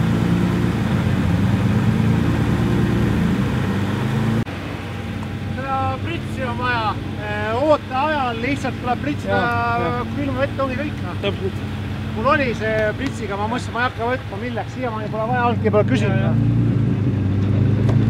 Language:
Estonian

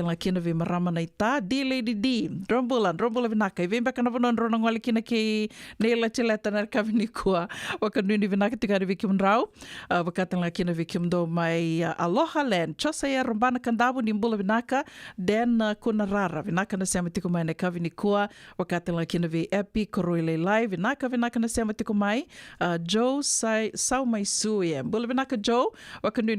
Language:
Fijian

